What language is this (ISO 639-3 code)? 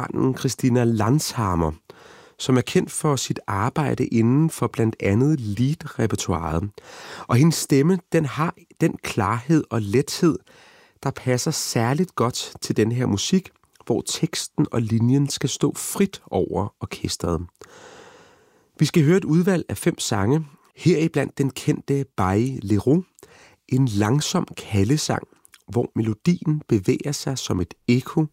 dan